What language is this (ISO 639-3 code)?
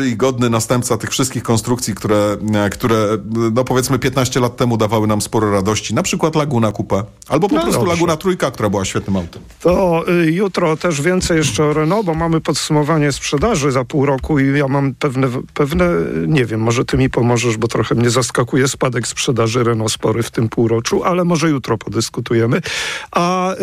pol